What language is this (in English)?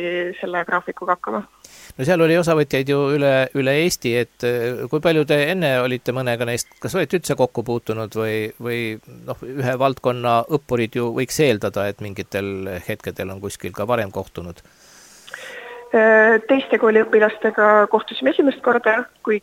Estonian